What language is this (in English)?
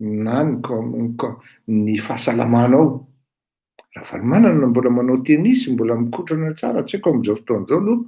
Malagasy